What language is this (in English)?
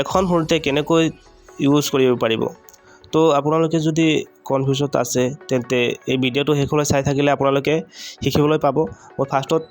Assamese